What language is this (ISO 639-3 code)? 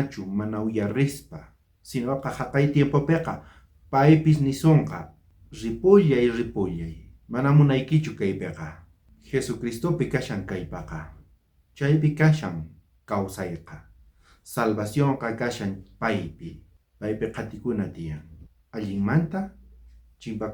quh